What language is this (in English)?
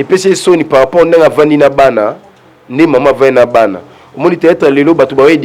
Lingala